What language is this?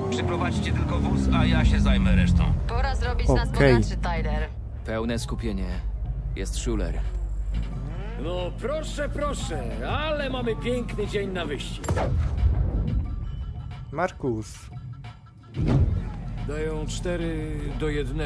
Polish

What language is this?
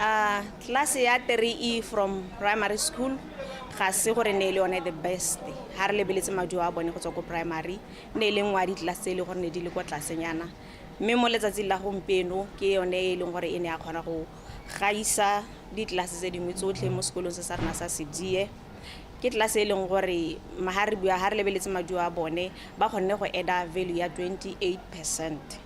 Tswana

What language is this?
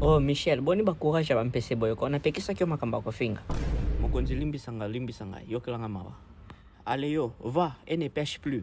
Lingala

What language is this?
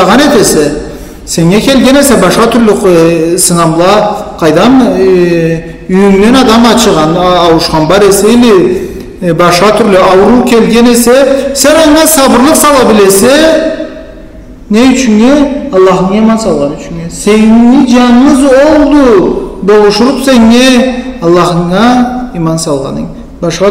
Karachay-Balkar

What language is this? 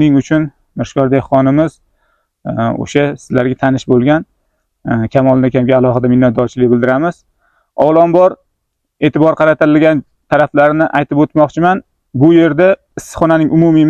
Uzbek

